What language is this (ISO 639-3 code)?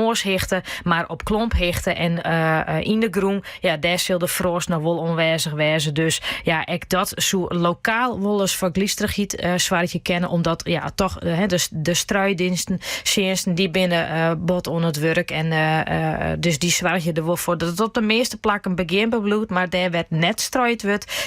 fry